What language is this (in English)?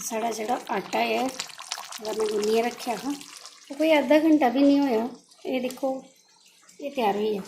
Dogri